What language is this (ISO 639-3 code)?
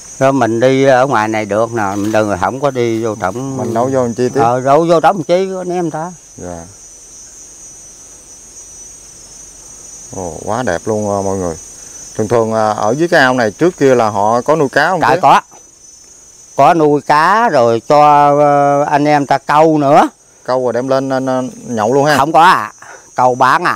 vie